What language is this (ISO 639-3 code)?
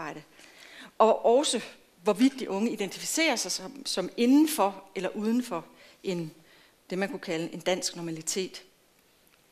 dan